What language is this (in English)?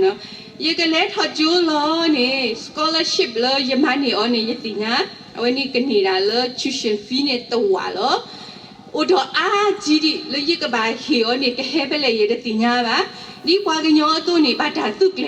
S'gaw Karen